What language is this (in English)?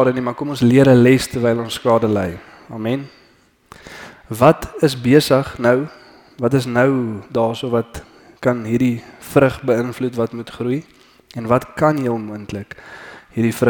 Afrikaans